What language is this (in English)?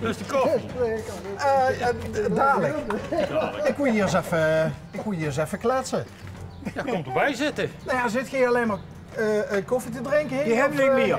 Limburgish